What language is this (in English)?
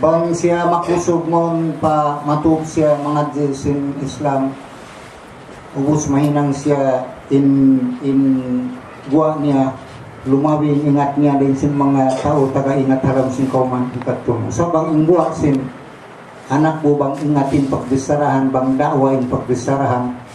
Tausug